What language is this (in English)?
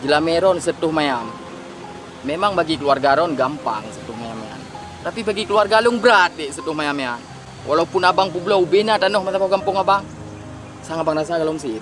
Achinese